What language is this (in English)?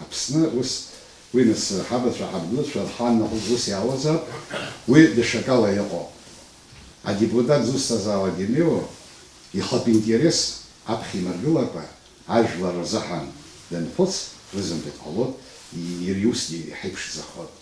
Abkhazian